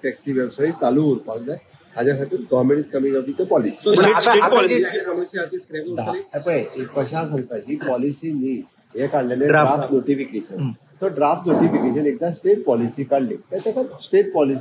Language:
Konkani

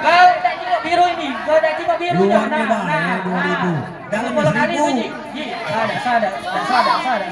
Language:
Musi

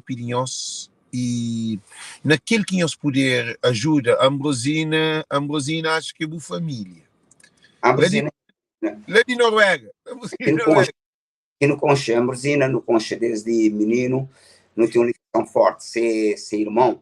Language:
Kabuverdianu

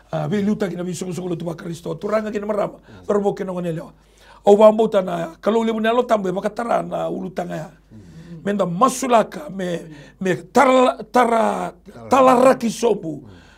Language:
Fijian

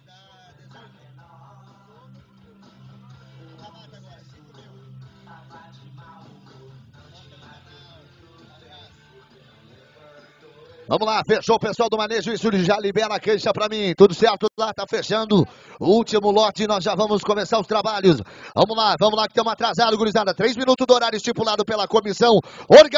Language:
Portuguese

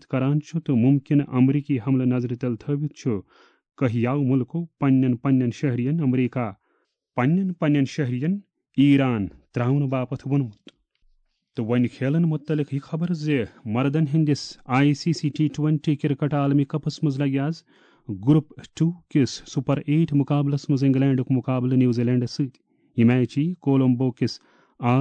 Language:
Kashmiri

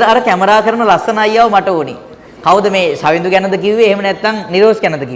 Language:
Sinhala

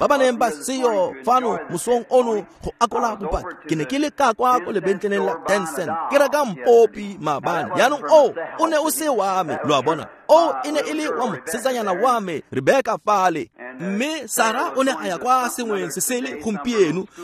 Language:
Tswana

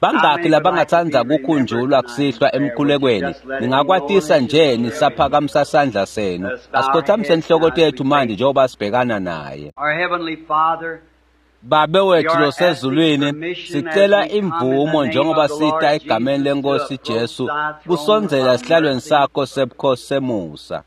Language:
Swati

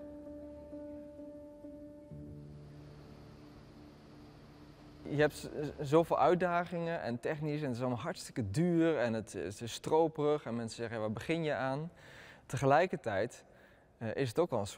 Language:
Dutch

